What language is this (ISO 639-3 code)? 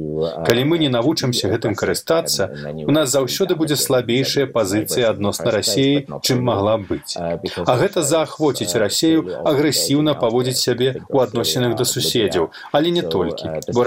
bel